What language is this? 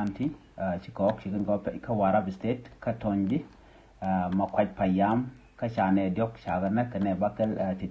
Nuer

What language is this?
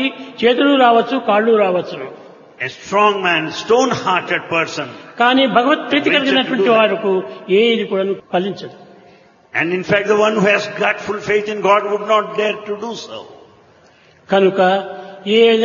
Telugu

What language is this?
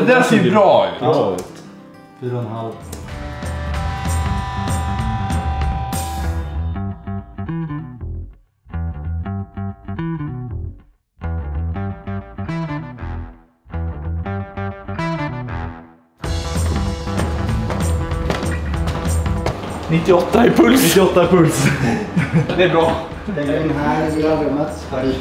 Swedish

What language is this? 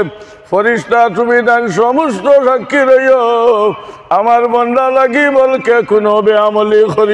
Sylheti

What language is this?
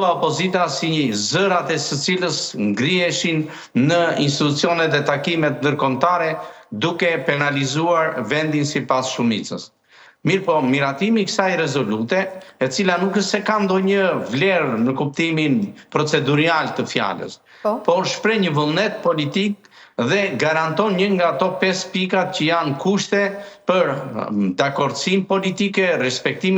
Albanian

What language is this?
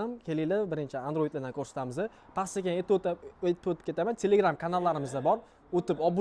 Uzbek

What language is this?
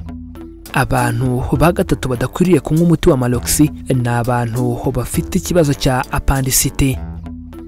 Kinyarwanda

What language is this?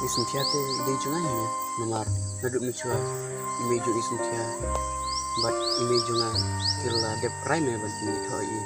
Khasi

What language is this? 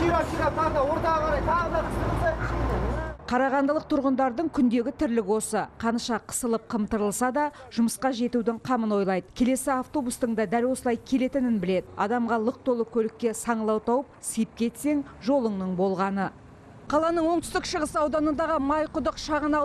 Kazakh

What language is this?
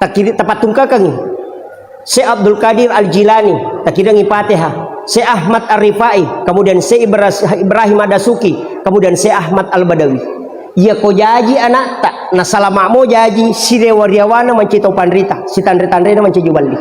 Buginese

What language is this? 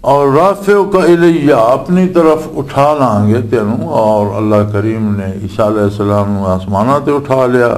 Western Panjabi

